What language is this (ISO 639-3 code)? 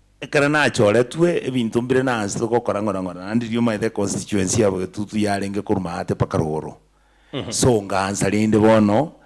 guz